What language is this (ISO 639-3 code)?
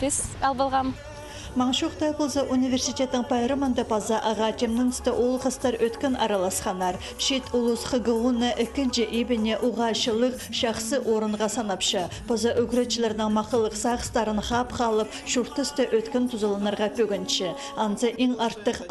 kjh